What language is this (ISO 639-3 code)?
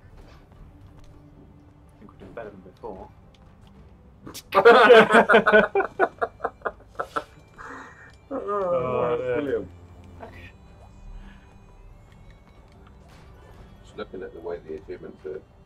eng